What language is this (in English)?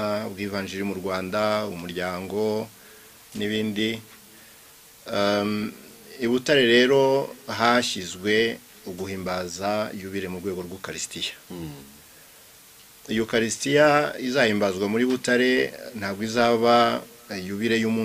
Kinyarwanda